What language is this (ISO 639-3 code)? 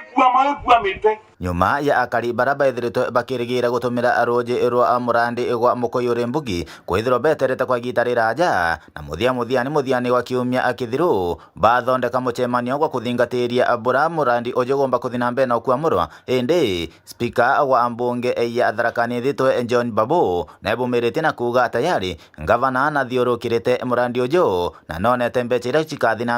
mer